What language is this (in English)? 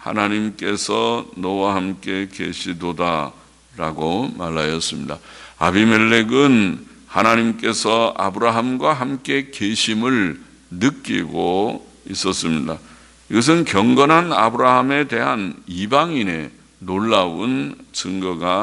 Korean